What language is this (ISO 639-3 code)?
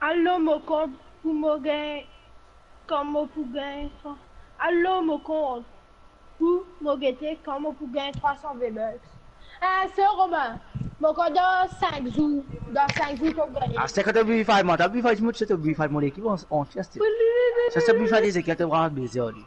mfe